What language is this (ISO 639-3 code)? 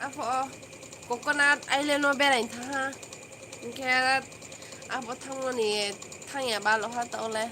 trp